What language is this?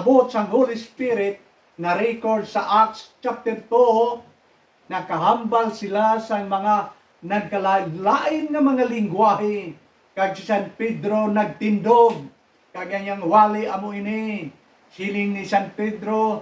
Hiligaynon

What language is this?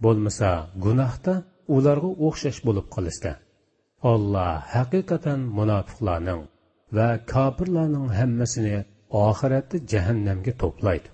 Uyghur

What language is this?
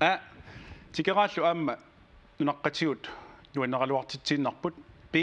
Kalaallisut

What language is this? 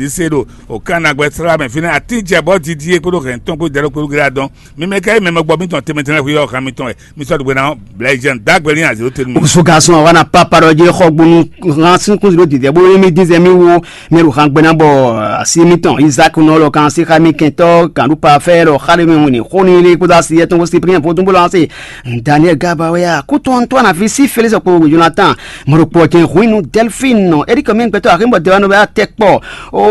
Fon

